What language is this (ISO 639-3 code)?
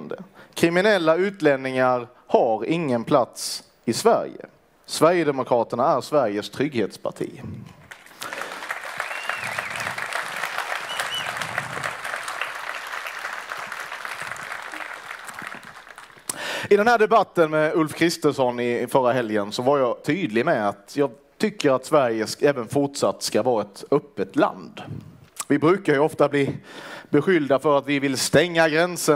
swe